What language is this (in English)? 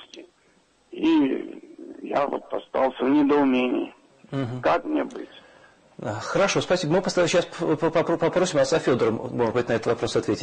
Russian